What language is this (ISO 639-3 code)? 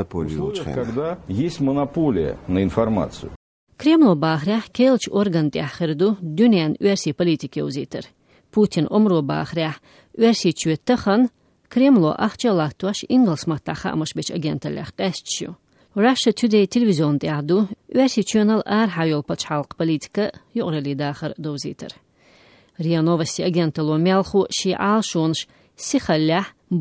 che